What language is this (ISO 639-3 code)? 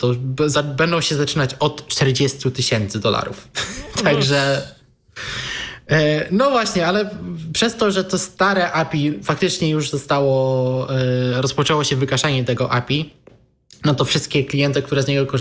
pol